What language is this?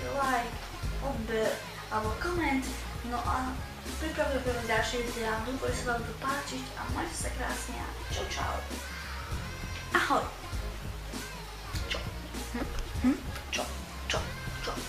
Slovak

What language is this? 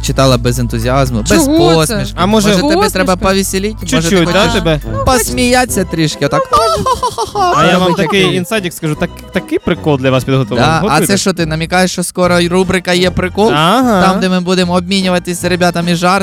Ukrainian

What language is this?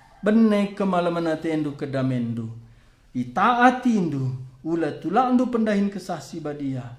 Batak Karo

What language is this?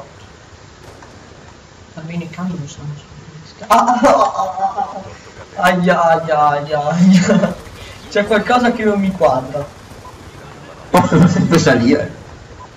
Italian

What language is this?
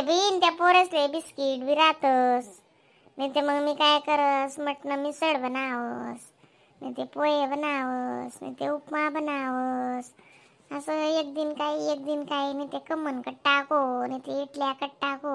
Khandesi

